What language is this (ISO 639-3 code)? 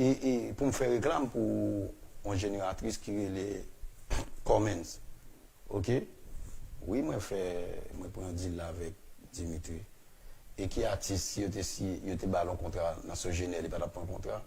hat